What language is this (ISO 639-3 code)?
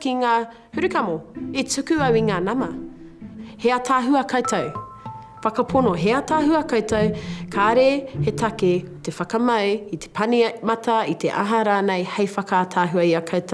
mri